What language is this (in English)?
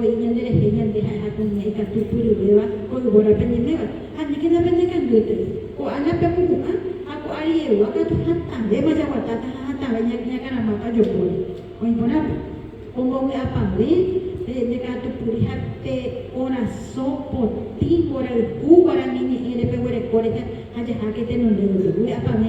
Guarani